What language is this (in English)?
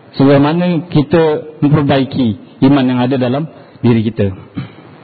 Malay